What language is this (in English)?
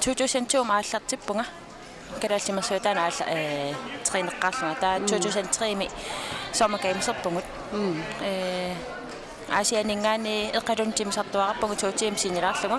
Kalaallisut